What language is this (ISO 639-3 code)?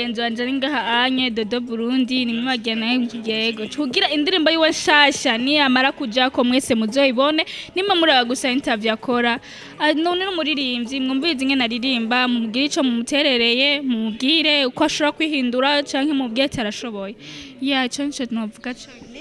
run